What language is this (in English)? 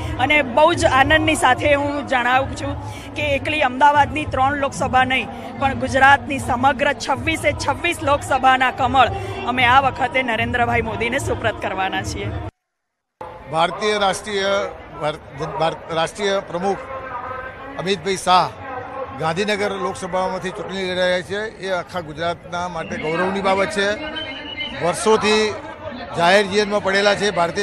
Gujarati